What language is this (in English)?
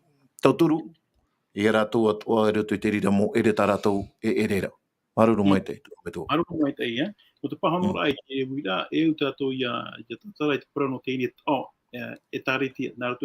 Tahitian